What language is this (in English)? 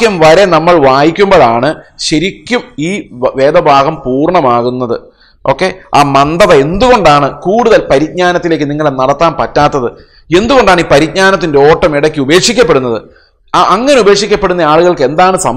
Malayalam